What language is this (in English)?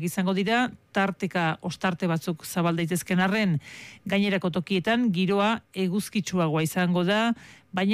Basque